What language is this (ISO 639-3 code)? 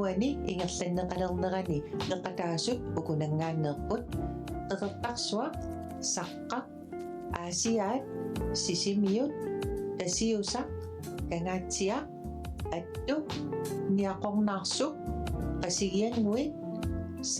kal